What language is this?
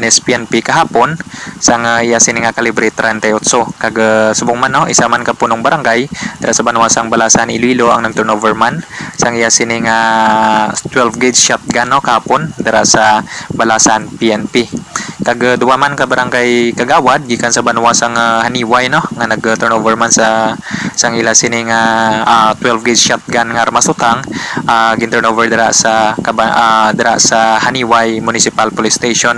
Hiligaynon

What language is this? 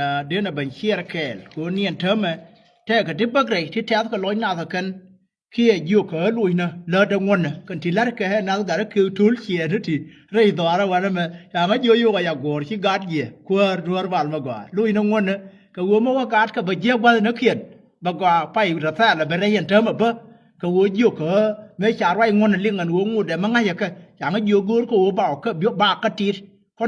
Nuer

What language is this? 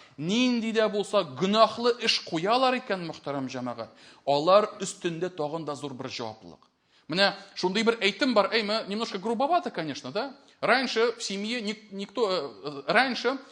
Tatar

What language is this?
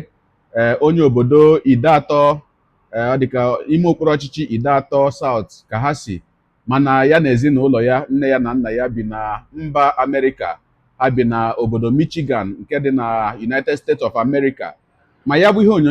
Igbo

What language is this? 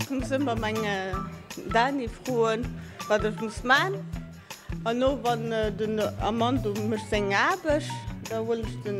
Luxembourgish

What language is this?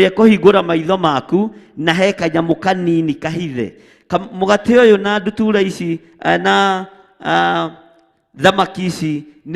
Kikuyu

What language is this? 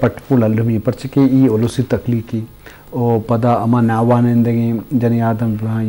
Eastern Balochi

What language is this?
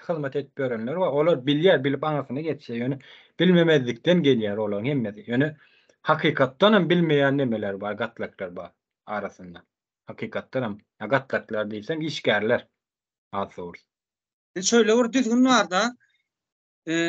Turkmen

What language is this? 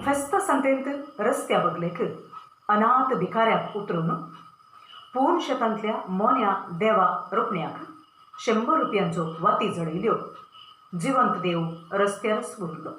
Konkani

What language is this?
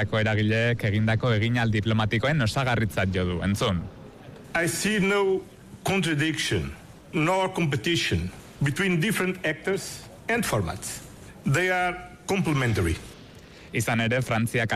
Basque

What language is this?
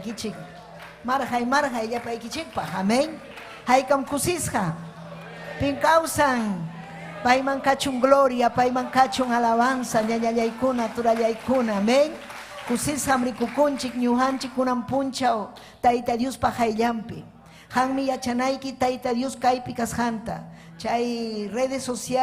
Ayacucho Quechua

